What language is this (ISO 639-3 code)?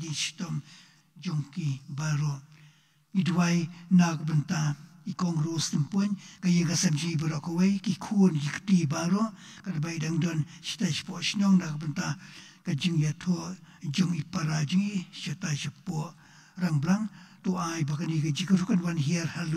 kha